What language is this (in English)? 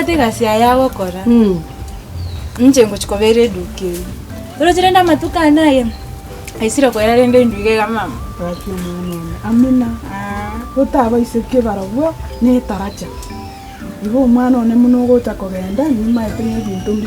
Gusii